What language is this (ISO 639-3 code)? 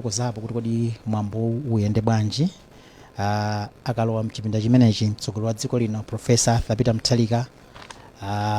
nya